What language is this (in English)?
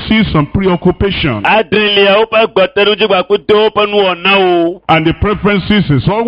Ewe